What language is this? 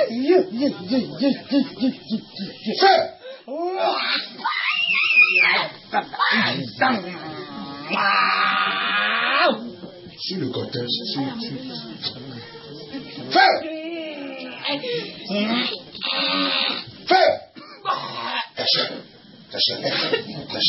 French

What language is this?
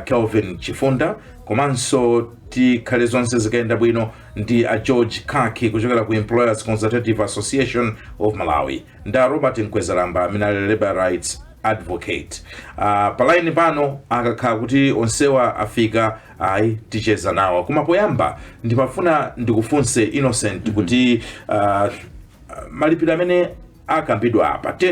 Nyanja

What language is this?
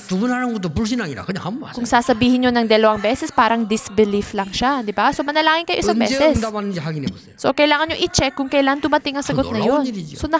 Filipino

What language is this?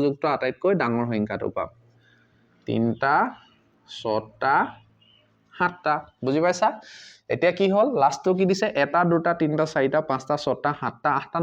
Assamese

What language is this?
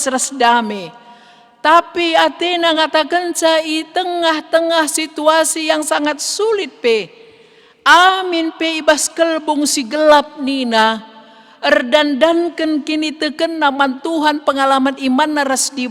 Batak Karo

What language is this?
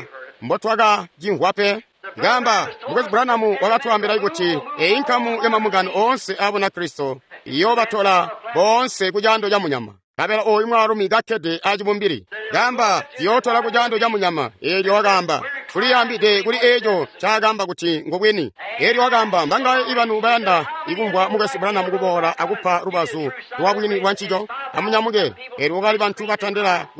Tonga (Zambia)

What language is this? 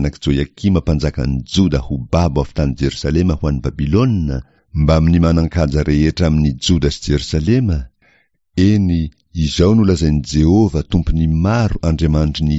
Malagasy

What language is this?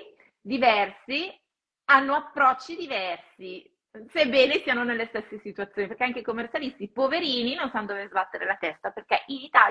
Italian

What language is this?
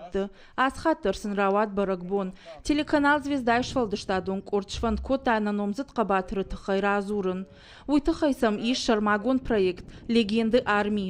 Ossetic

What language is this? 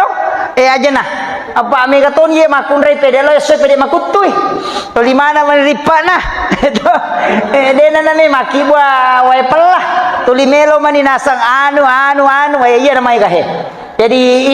Buginese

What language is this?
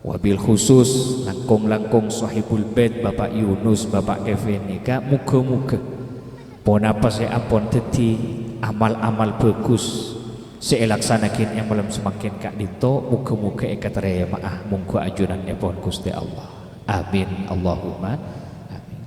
Madurese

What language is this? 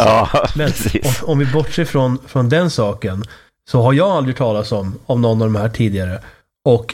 Swedish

